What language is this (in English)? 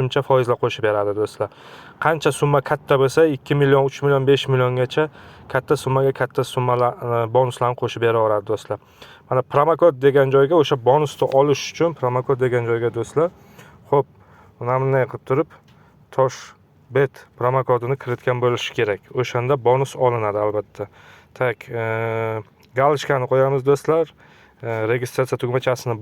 Uzbek